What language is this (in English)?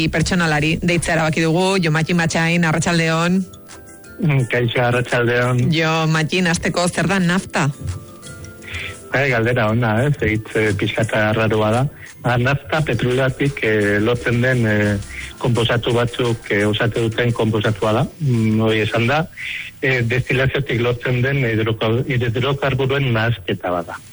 Basque